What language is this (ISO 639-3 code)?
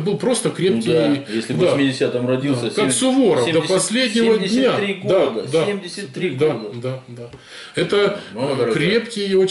rus